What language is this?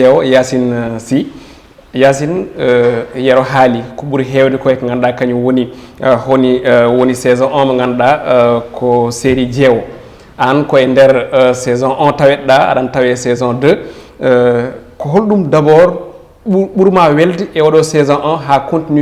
Fula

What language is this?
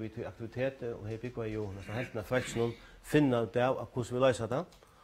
Faroese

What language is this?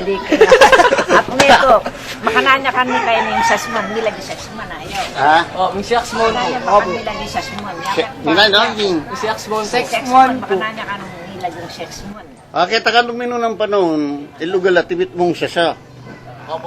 Pampanga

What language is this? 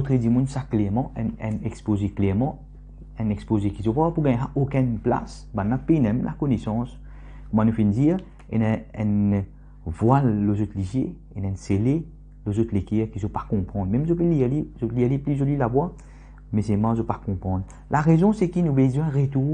Morisyen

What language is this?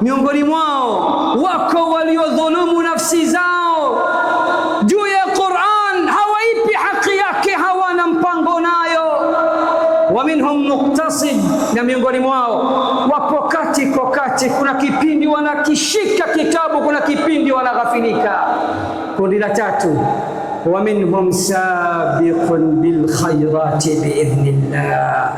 Swahili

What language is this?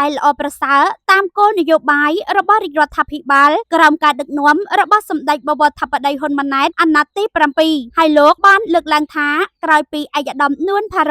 Khmer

